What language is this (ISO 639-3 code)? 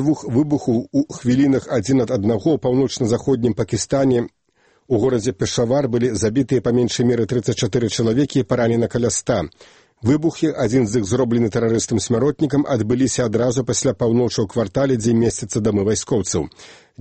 bel